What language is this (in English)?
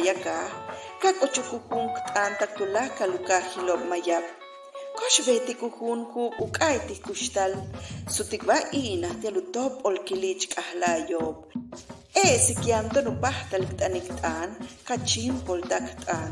Yucateco